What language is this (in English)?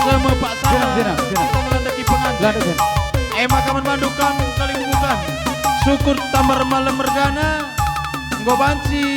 Batak Karo